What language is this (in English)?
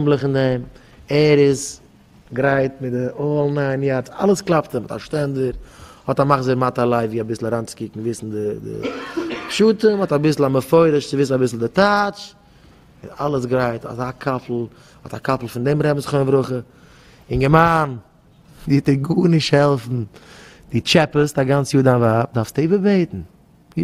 Yiddish